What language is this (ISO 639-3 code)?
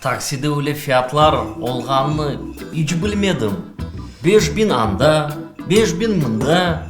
crh